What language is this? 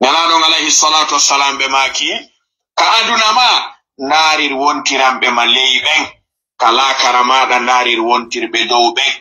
Fula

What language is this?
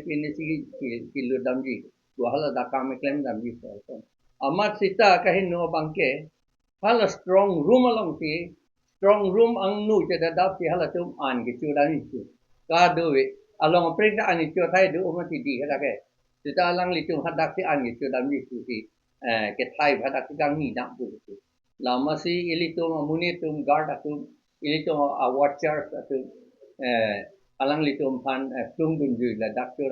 Karbi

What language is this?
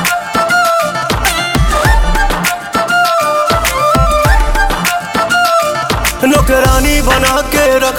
Bhojpuri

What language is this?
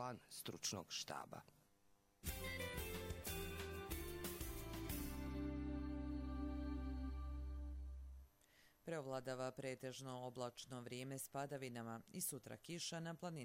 Bosnian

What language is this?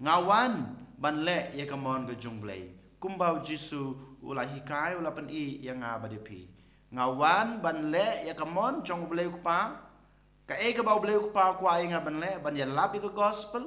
Khasi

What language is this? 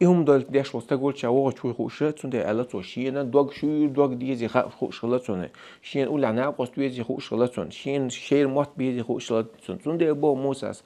Chechen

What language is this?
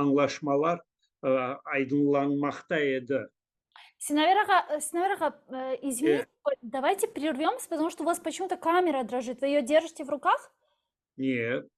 Crimean Tatar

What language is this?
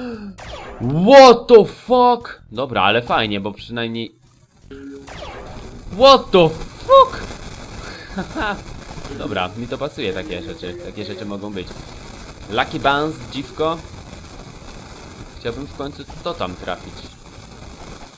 Polish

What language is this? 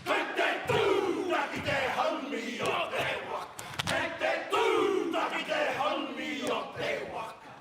Māori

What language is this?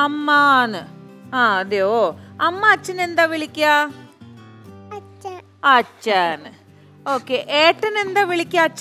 Malayalam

